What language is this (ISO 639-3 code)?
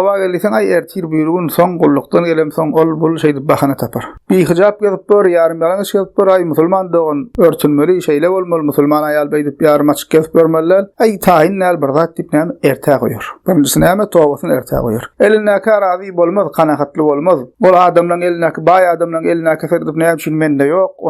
tuk